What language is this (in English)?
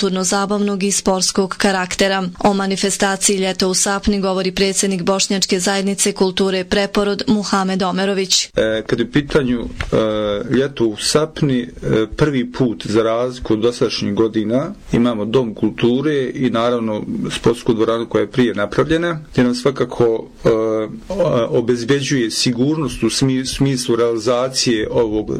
Bosnian